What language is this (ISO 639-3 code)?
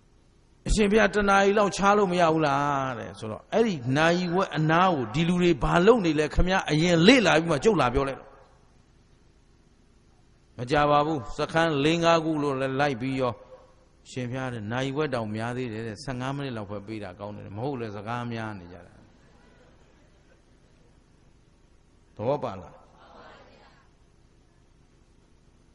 mya